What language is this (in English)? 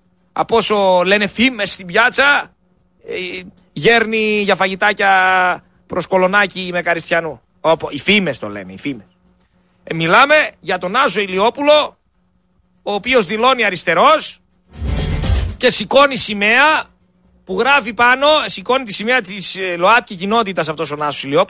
Greek